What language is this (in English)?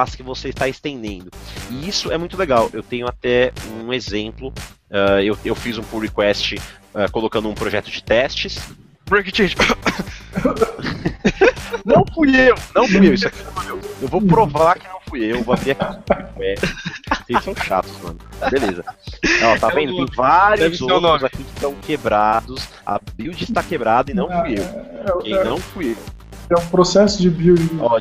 Portuguese